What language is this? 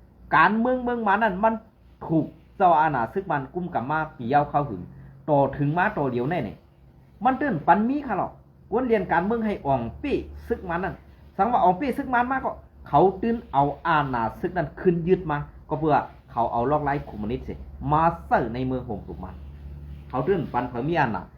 Shan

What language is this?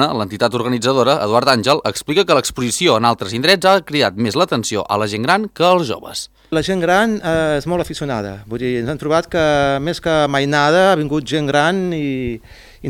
Catalan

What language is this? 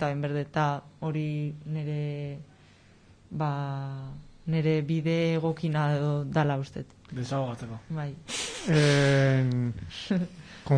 Basque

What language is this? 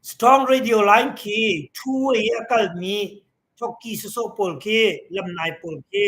Hakha Chin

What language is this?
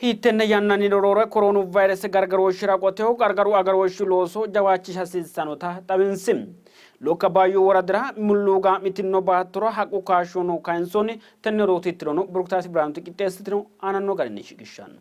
Sidamo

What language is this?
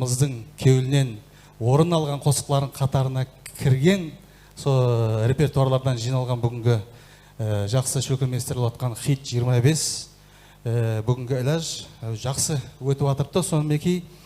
Kara-Kalpak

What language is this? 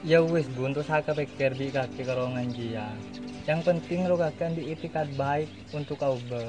Madurese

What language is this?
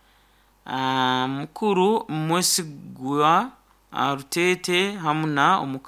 Nyoro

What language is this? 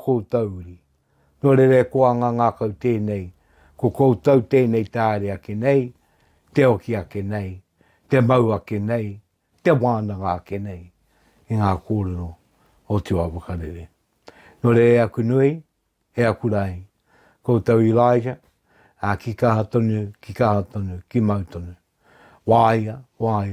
Māori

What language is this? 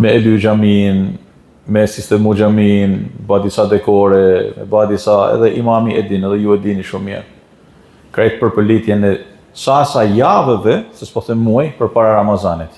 Albanian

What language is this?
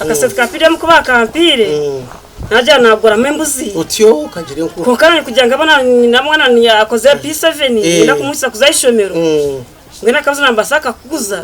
Nyankole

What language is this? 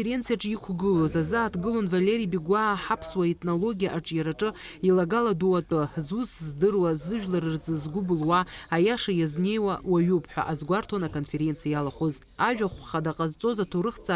Abkhazian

